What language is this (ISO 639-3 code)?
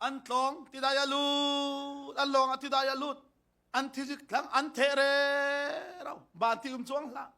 cfm